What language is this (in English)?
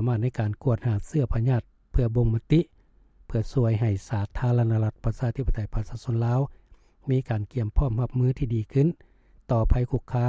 Lao